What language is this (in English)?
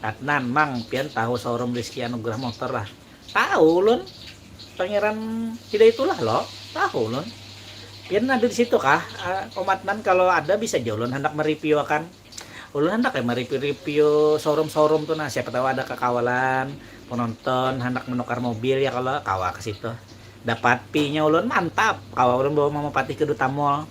Banjar